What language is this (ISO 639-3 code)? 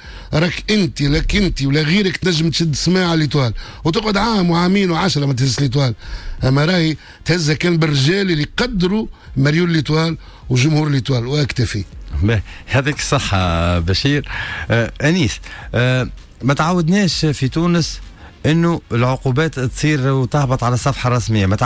aeb